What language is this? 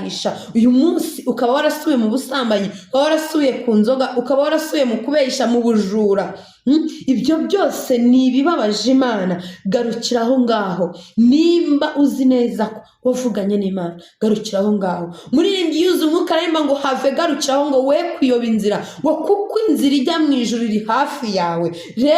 Kinyarwanda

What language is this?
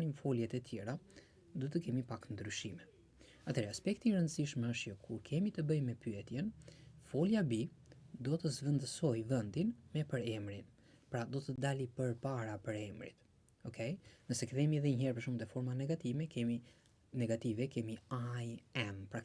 Albanian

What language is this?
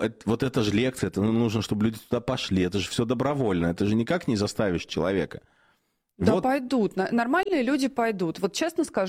Russian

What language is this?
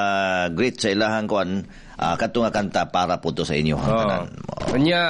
Cebuano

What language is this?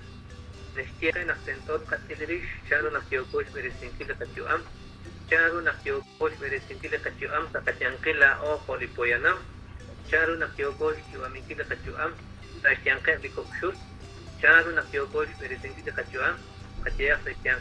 Kekchí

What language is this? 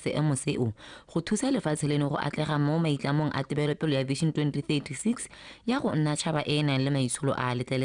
Tswana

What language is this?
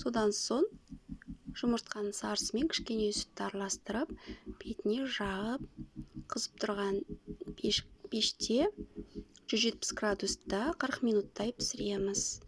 Kazakh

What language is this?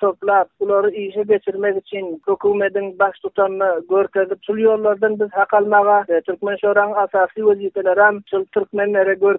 Turkmen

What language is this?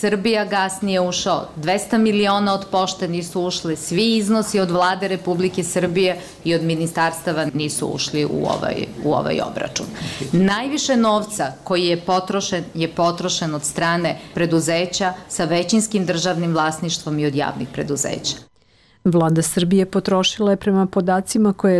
Serbian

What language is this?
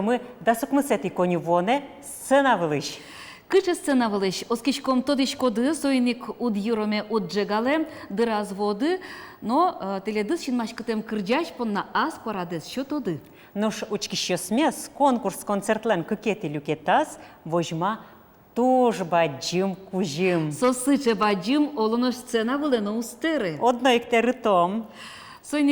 Udmurt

